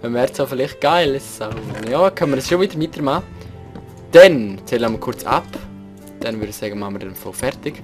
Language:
Swiss German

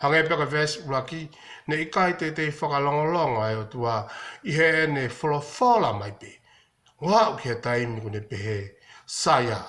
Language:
Tongan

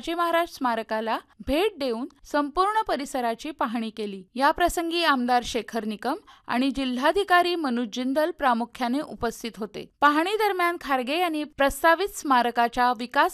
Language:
Marathi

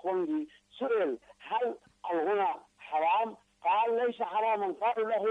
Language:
Arabic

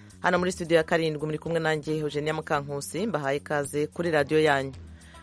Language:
Kinyarwanda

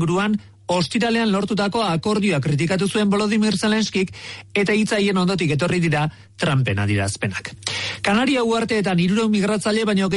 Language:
Basque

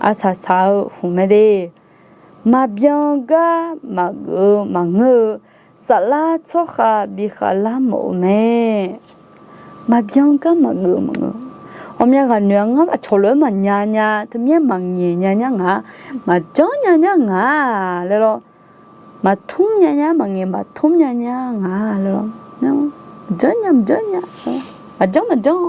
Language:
Akha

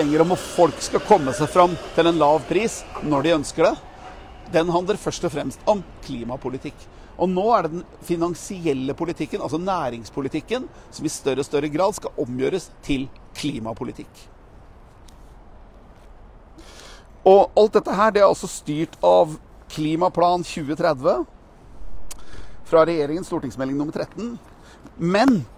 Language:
Norwegian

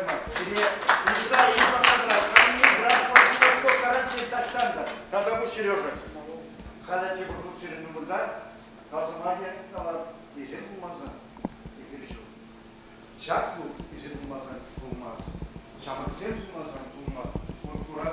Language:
Chuvash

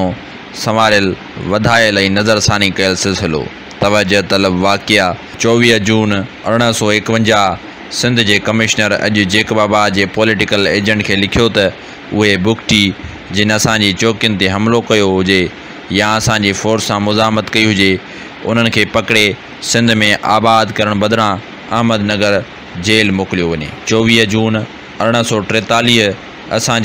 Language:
Sindhi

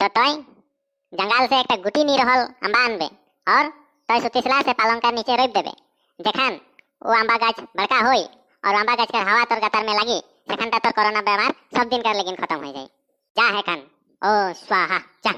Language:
Sadri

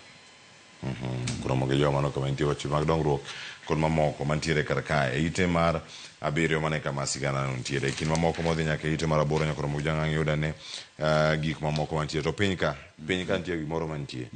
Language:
Luo (Kenya and Tanzania)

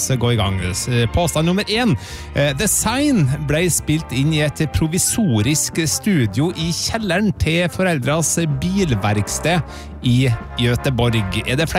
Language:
Norwegian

